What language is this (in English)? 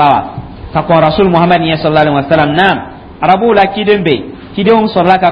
Dyula